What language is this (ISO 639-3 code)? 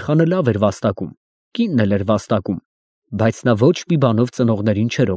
hye